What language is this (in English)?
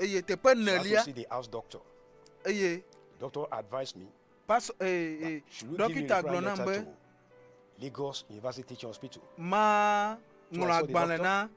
Ewe